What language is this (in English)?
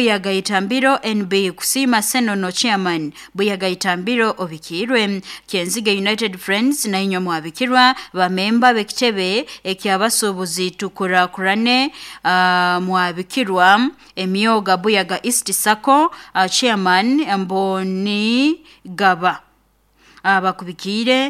Nyoro